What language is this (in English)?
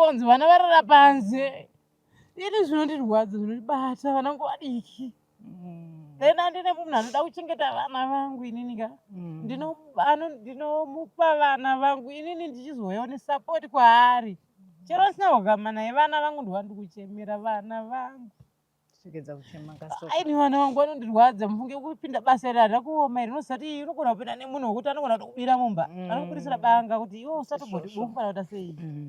Shona